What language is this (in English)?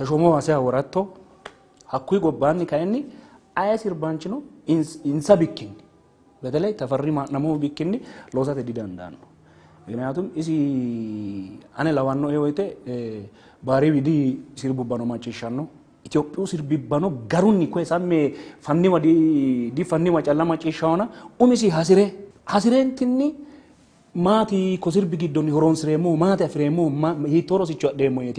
Sidamo